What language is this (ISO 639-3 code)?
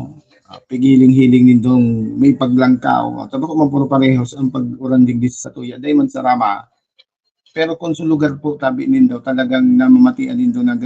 bik